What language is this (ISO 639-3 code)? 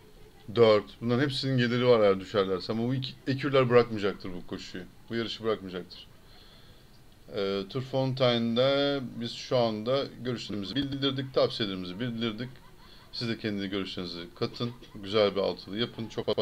tur